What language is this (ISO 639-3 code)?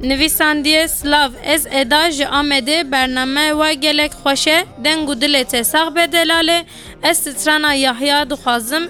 kur